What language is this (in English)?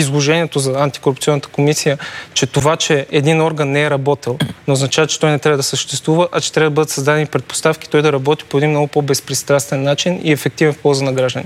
Bulgarian